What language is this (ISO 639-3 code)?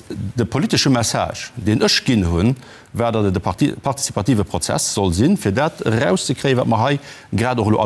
ltz